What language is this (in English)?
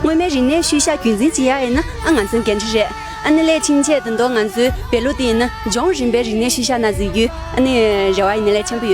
Tibetan